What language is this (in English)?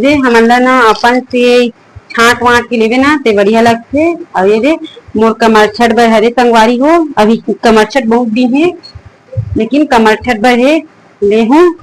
Chhattisgarhi